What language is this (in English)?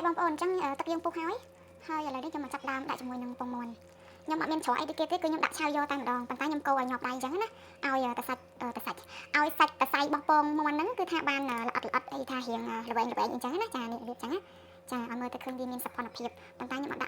Khmer